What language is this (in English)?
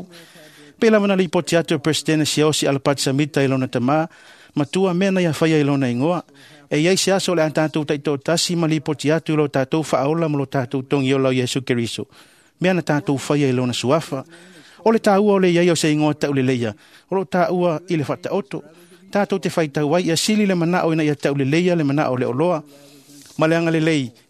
Samoan